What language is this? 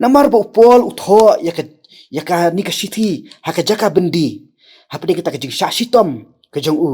Khasi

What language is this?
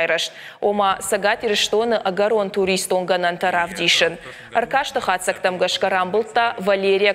Ossetic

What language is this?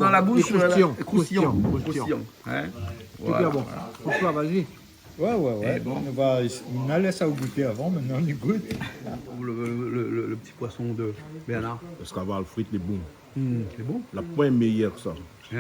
Réunion Creole French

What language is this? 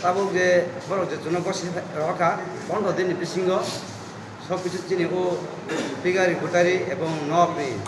Kok Borok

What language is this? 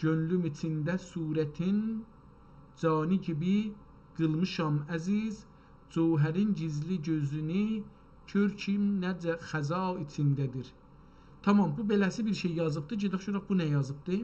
South Azerbaijani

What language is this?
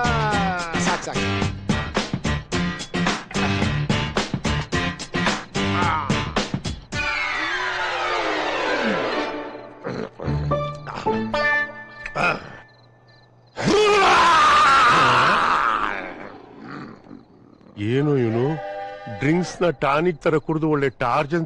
Kannada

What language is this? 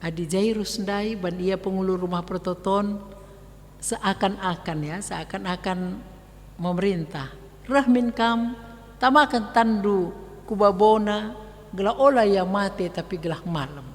Batak Karo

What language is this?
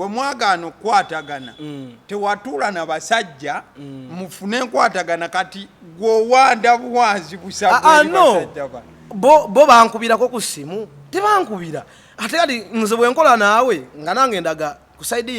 Ganda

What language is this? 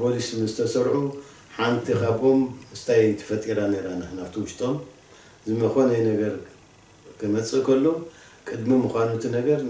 Tigrinya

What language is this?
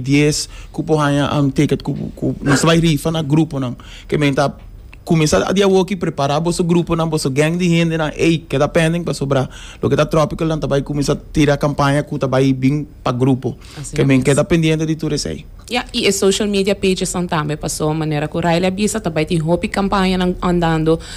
Papiamento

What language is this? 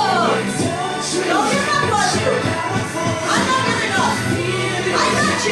English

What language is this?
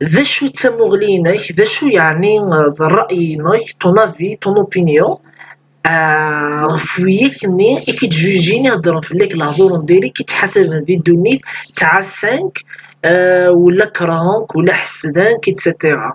Kabyle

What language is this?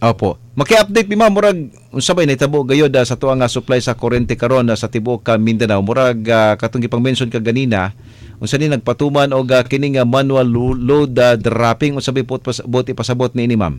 Cebuano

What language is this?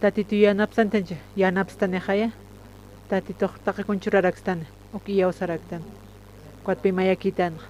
Aymara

